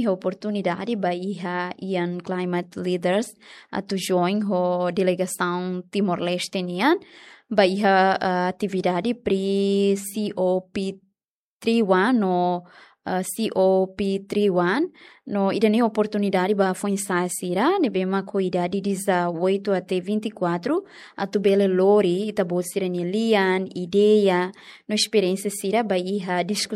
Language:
Tetum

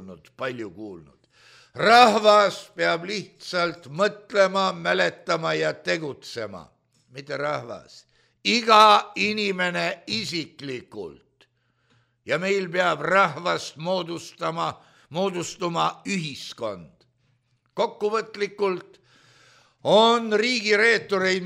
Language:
Estonian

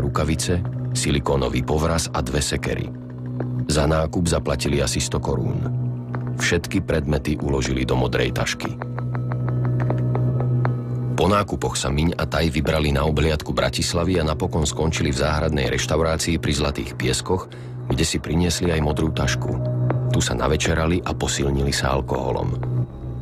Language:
Slovak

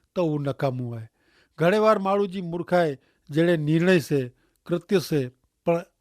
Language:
Kachhi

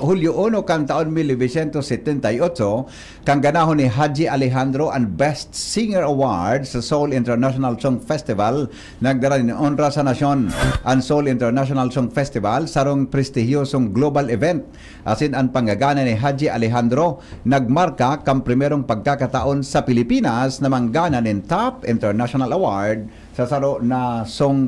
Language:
Bikol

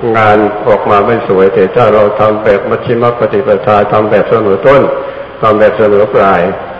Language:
Thai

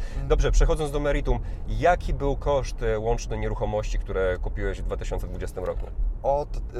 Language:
Polish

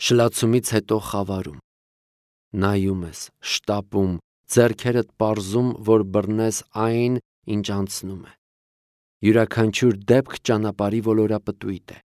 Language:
Armenian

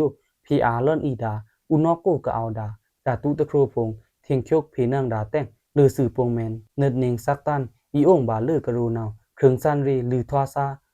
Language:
Pa'o Karen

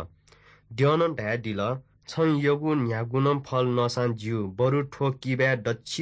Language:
Newari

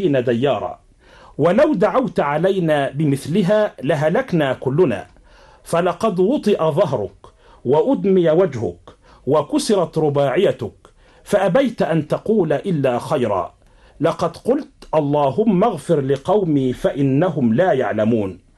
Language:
Arabic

